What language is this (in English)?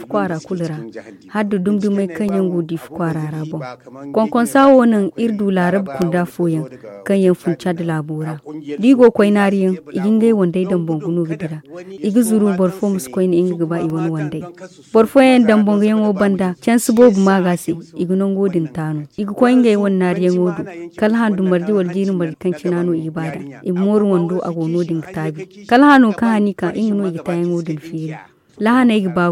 Zarma